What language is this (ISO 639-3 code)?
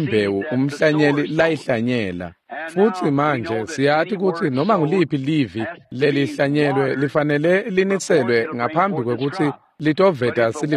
ssw